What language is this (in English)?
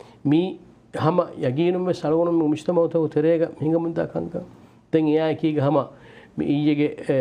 Divehi